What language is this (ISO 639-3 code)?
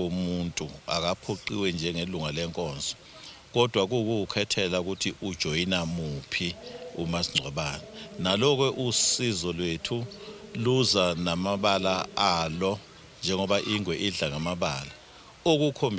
zul